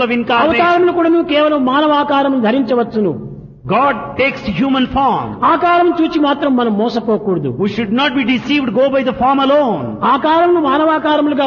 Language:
Telugu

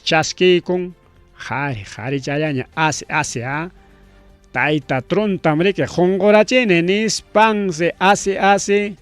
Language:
Ayacucho Quechua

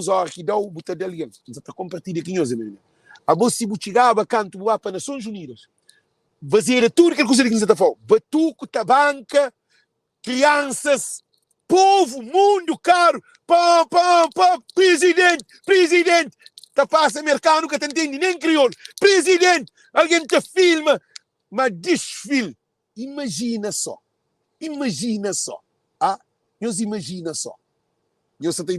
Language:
Kabuverdianu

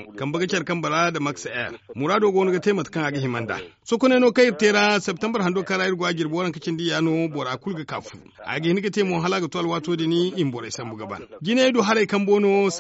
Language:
Zarma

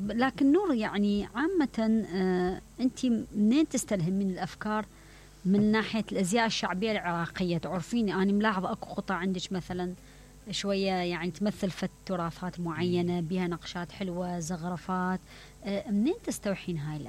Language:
Mesopotamian Arabic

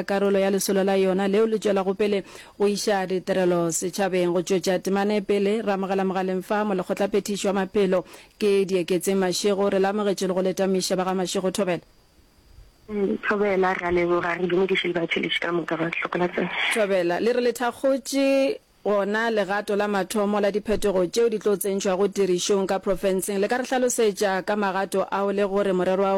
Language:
Northern Sotho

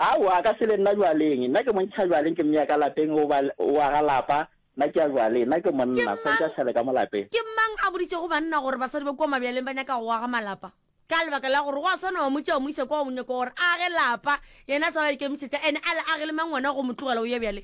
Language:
Northern Sotho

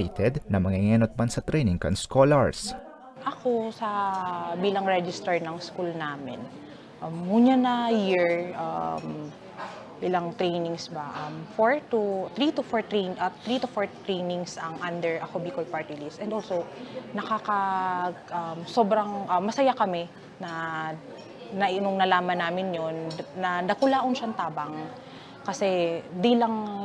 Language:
Bikol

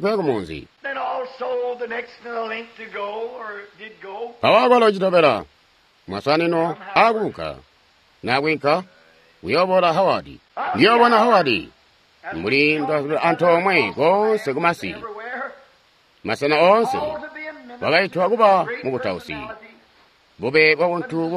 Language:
Tonga (Zambia)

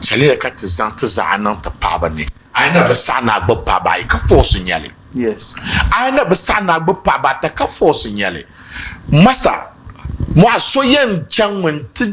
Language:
Dagbani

